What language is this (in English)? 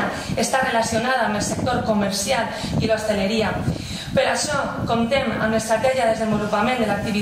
Catalan